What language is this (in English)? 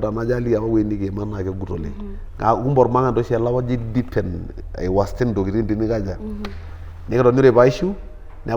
Masai